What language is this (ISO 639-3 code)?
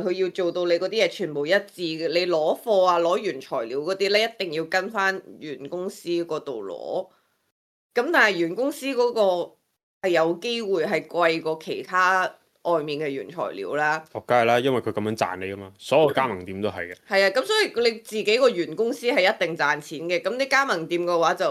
yue